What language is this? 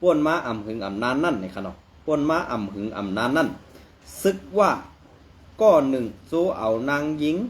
Shan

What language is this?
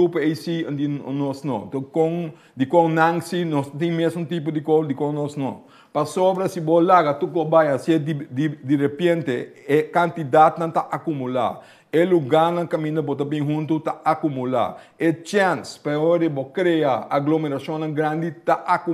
Papiamento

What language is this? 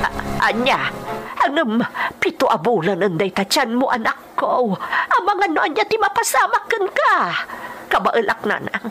Iloko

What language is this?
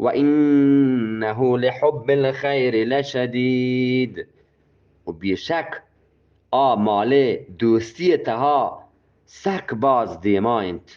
Eastern Balochi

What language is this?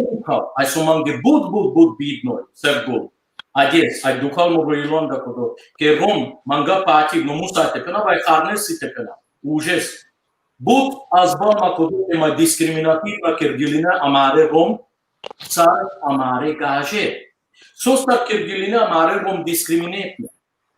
Balkan Romani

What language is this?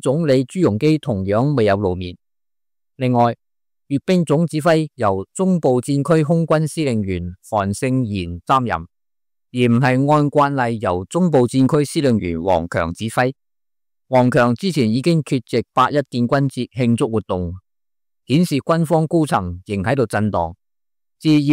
Cantonese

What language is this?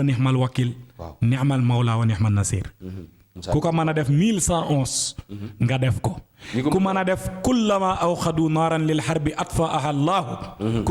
Wolof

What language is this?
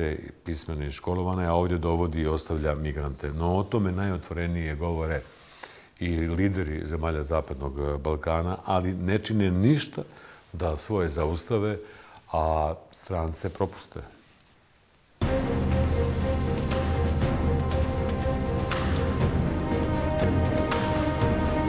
Bosnian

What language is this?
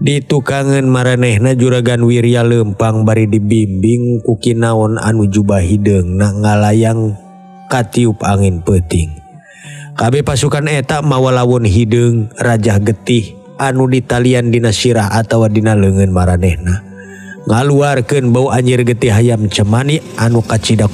Sundanese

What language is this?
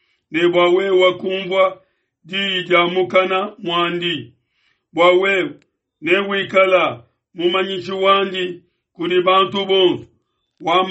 Luba-Lulua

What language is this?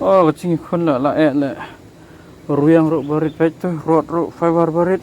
Khasi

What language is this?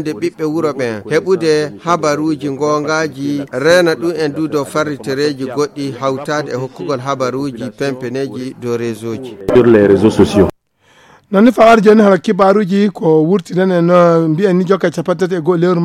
Fula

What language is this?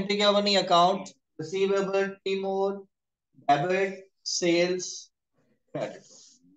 Hindi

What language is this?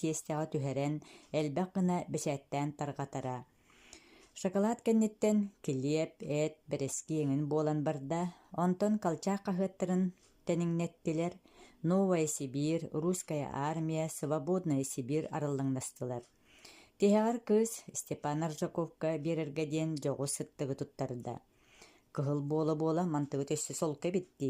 Yakut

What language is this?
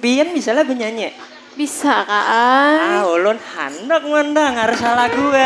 Banjar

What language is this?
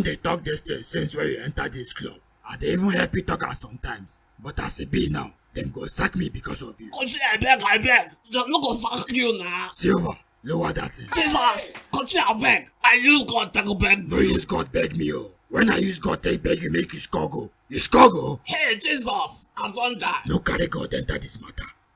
Nigerian Pidgin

